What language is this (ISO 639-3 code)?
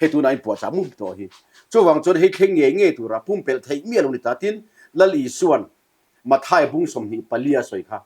lus